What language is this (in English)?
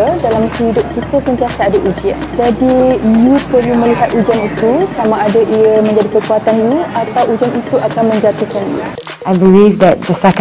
Malay